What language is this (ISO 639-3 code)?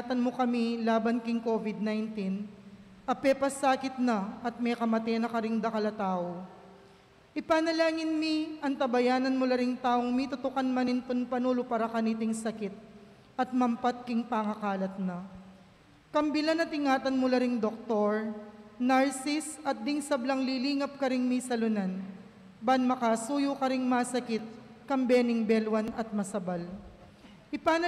pam